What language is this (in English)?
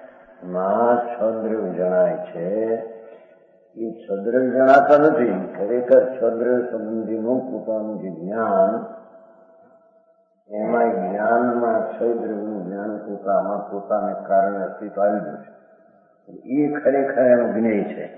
Gujarati